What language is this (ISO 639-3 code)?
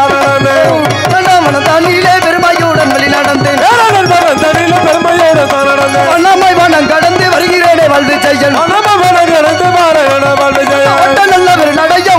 tam